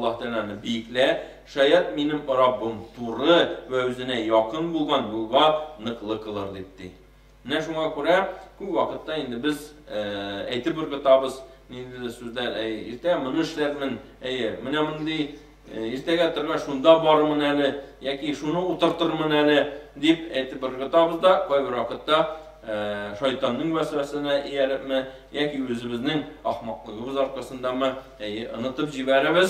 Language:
Tatar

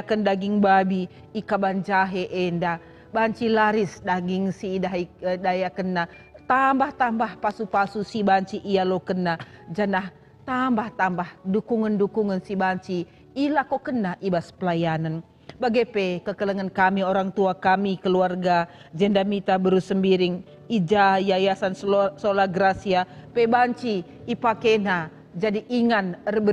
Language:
Batak Karo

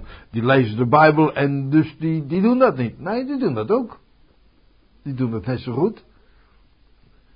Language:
Dutch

